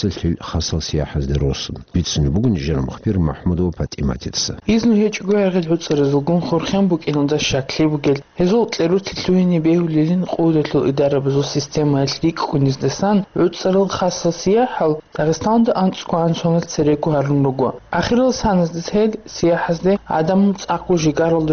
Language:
Avaric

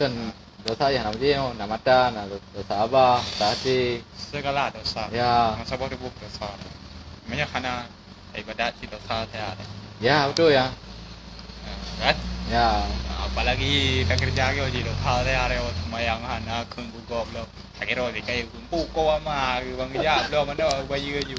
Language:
Achinese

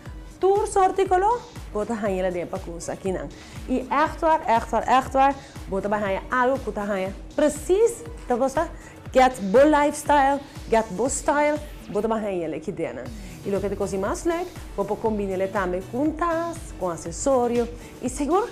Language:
Papiamento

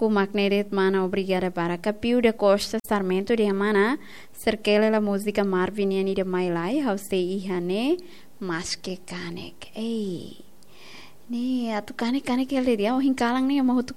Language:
Tetum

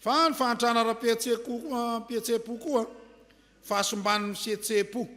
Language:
Malagasy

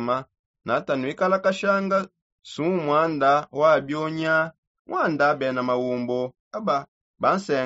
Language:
Songe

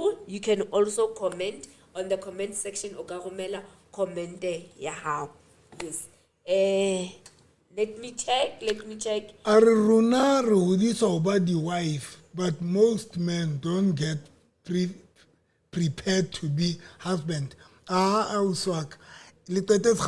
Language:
Southern Sotho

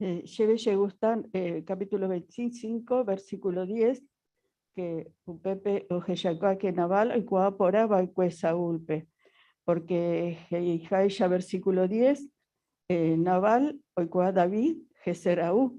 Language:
Guarani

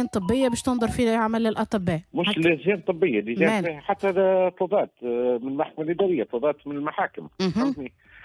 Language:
Tunisian Arabic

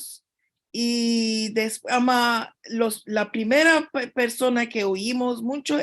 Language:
Ladino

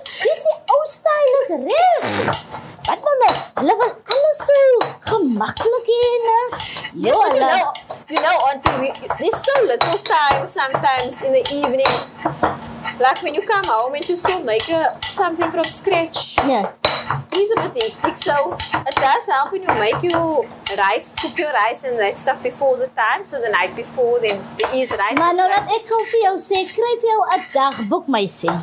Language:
Afrikaans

